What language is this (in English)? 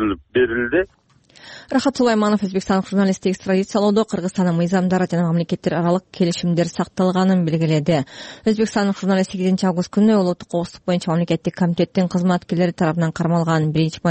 Kyrgyz